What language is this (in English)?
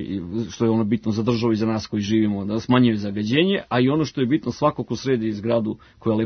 Serbian